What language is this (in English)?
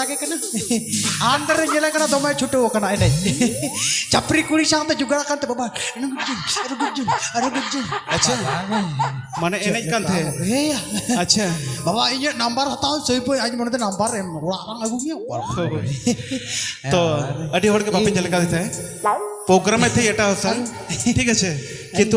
Santali